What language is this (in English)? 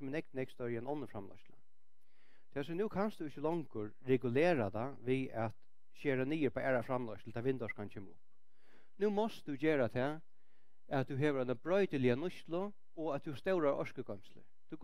Faroese